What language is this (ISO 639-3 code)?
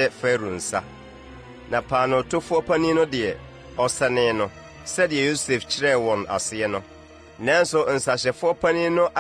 aka